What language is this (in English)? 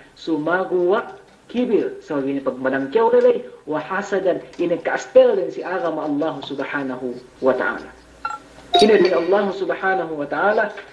Yakan